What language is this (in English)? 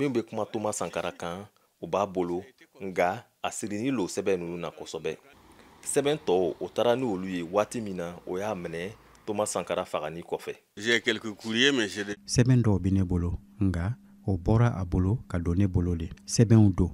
Bambara